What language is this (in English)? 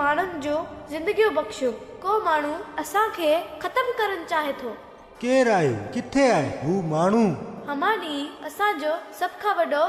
Sindhi